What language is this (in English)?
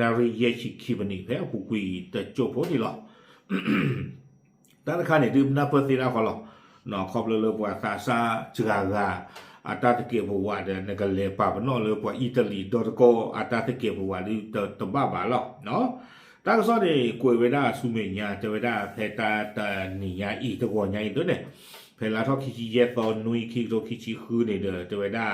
S'gaw Karen